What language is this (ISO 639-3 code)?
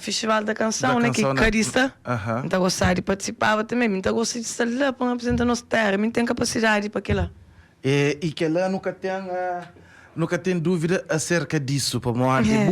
kea